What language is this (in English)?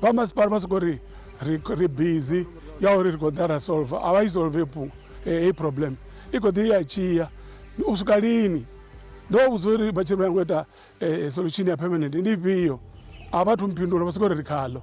Venda